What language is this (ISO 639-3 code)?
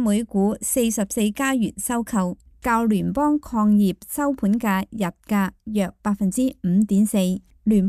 yue